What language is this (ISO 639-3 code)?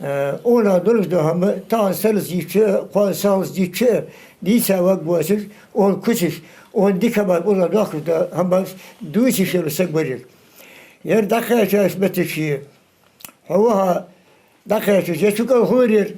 inh